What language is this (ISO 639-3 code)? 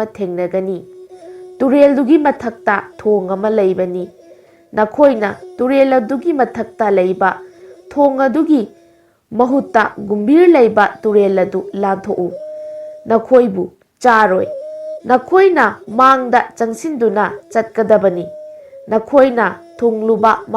mni